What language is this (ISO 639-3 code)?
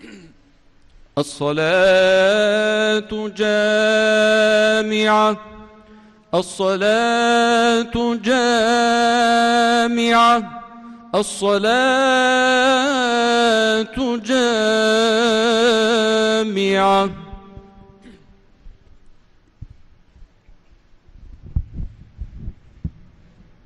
arz